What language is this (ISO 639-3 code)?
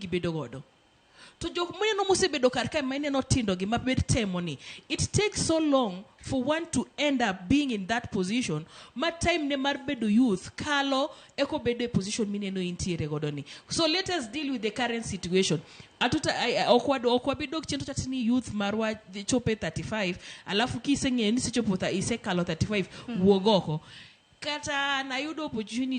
luo